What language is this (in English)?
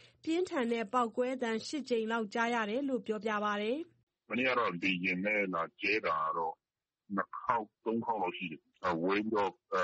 Burmese